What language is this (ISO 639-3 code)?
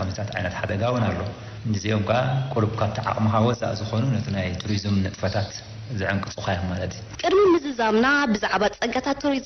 tir